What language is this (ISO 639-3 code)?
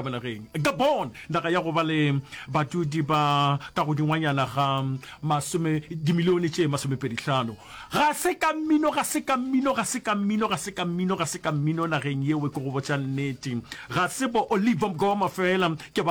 nso